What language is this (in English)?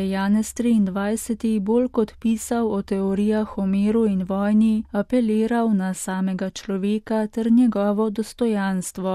Slovenian